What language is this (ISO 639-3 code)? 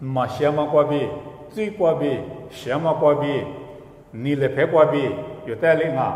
lis